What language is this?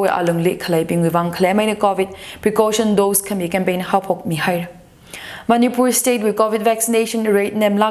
Tangkhul Naga (India)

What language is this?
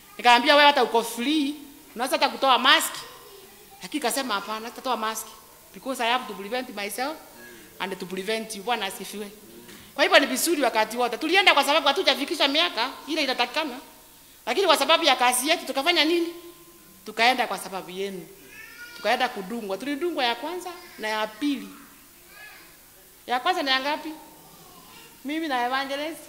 Swahili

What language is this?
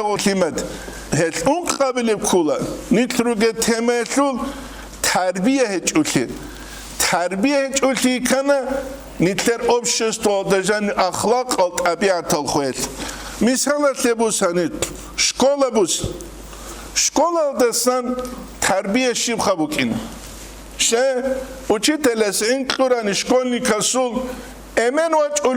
Avaric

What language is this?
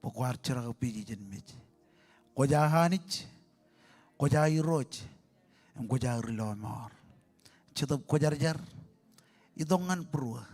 Marshallese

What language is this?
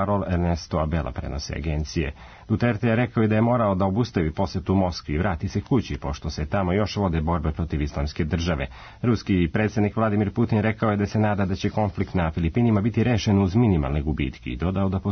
Serbian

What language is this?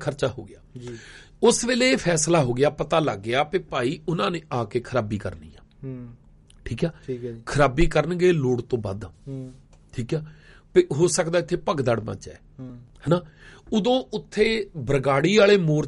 Punjabi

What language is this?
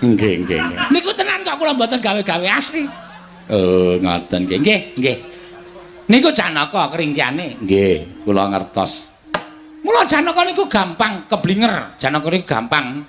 Javanese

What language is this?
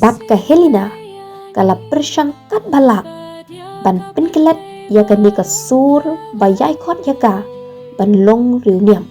Khasi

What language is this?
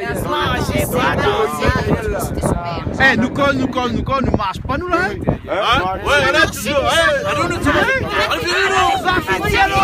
Réunion Creole French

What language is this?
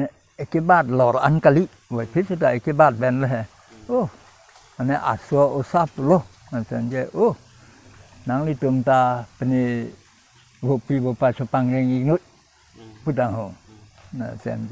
Karbi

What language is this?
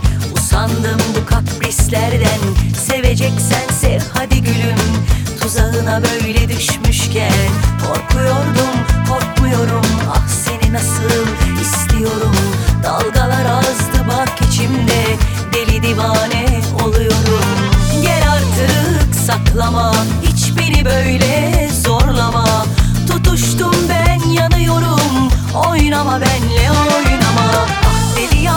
Turkish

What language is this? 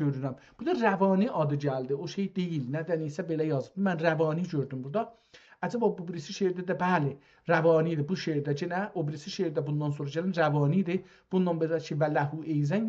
South Azerbaijani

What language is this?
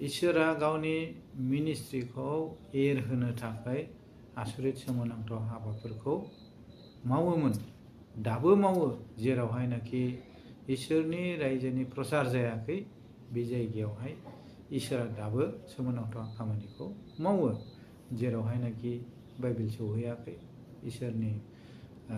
Bodo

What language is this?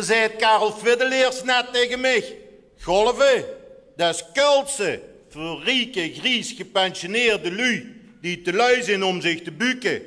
Limburgish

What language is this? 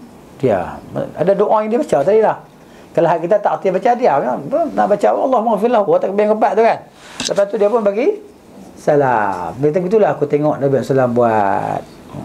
Malay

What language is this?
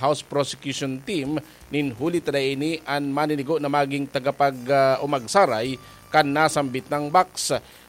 Bikol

